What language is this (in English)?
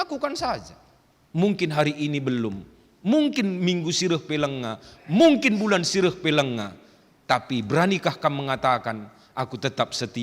Batak Karo